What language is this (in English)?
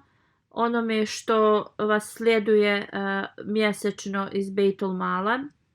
Bosnian